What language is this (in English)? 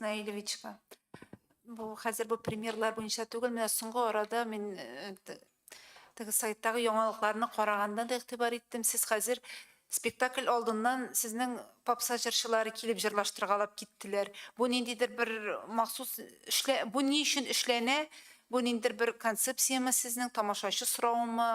Tatar